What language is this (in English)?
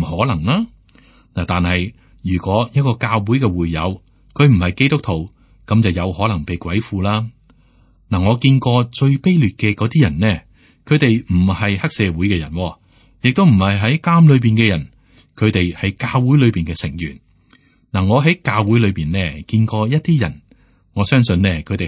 Cantonese